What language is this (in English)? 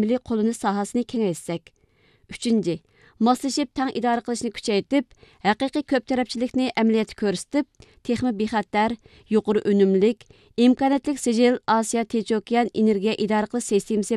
Uyghur